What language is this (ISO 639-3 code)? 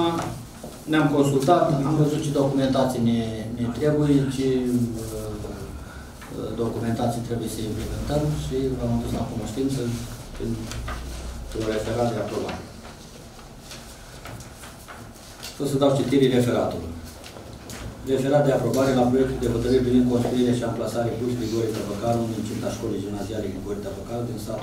ron